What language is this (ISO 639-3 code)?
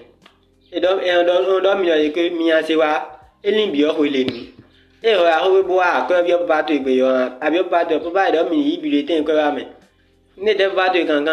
fon